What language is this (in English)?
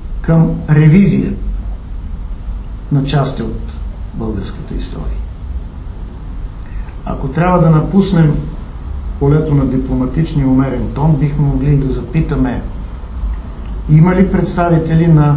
Bulgarian